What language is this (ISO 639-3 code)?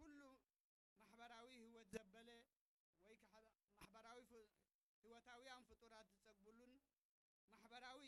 tir